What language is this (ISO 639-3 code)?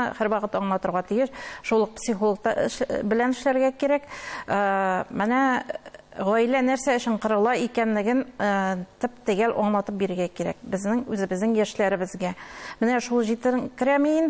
tat